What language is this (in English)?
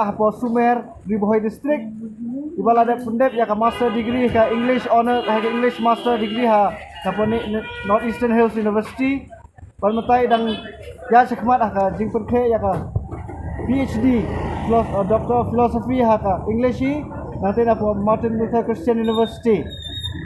Khasi